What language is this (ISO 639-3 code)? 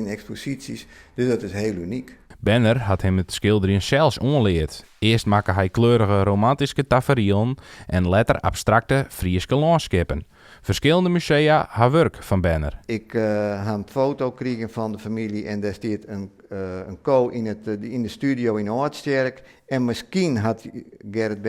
fry